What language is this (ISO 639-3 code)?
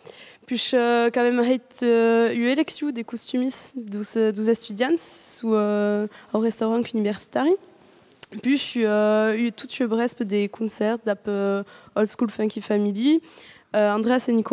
oci